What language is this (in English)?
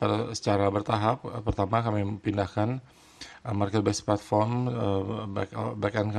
Indonesian